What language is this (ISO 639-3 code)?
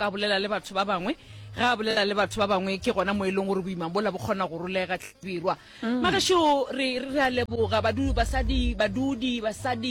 nso